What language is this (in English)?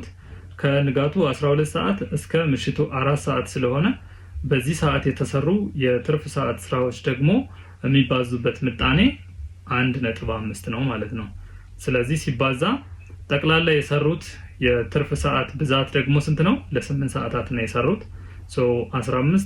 Amharic